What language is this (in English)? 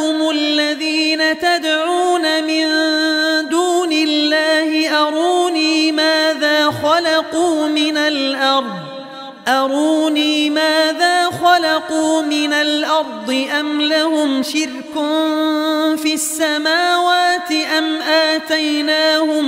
Arabic